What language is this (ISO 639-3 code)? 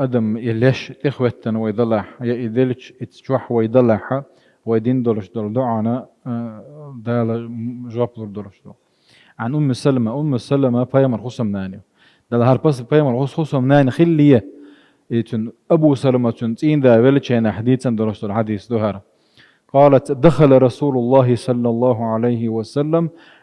che